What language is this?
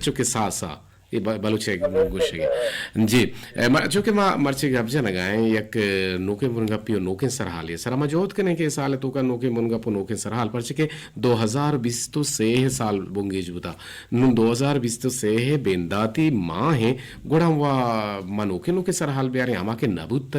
Eastern Balochi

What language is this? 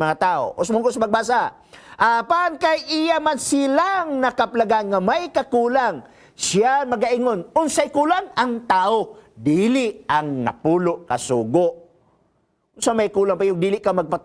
Cebuano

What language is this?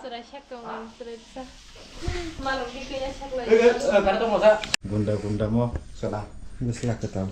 Kok Borok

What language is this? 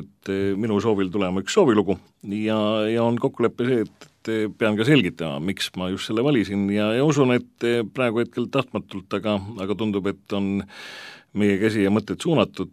Estonian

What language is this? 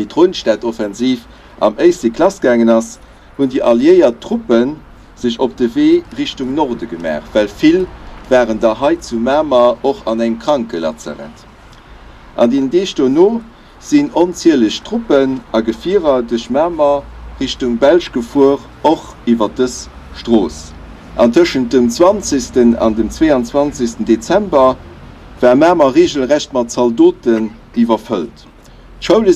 Luxembourgish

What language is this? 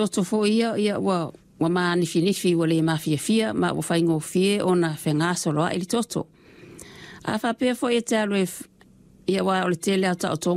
Samoan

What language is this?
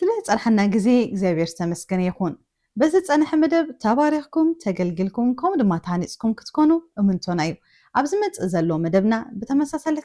Tigrinya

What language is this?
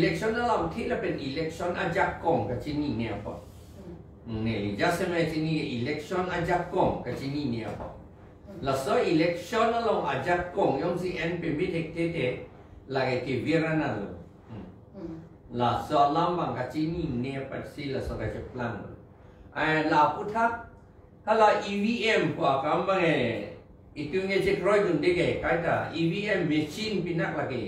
Karbi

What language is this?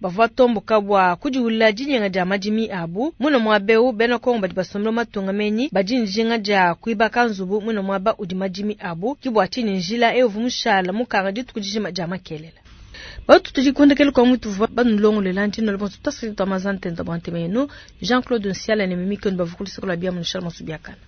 Luba-Lulua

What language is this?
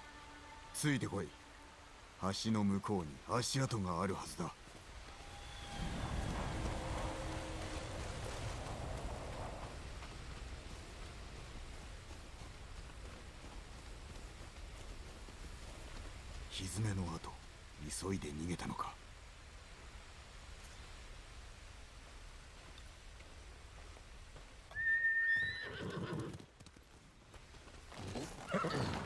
Japanese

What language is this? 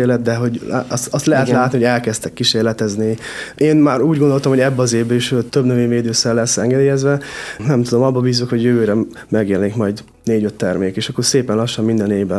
Hungarian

